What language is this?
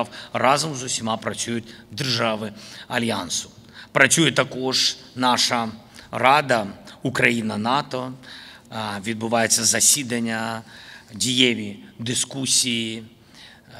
Ukrainian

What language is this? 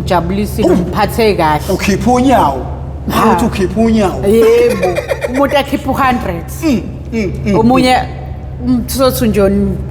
Zulu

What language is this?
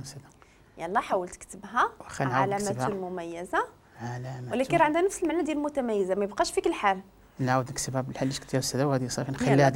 Moroccan Arabic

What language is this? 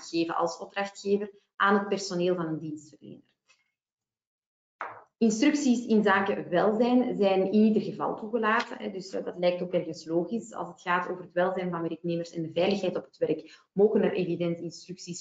Dutch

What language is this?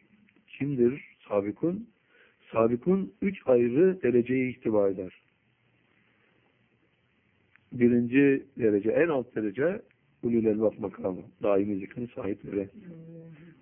Turkish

